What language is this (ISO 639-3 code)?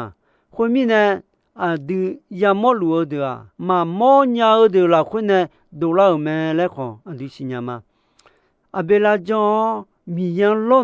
ahk